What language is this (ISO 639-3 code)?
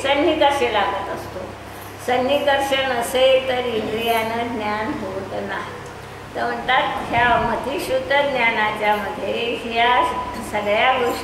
mar